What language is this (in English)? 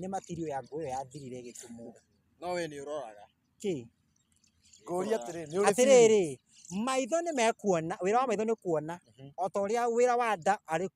Kikuyu